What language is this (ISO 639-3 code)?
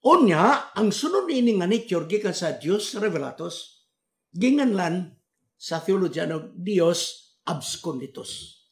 ceb